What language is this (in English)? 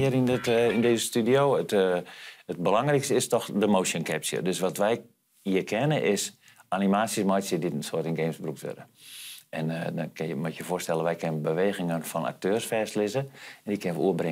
Western Frisian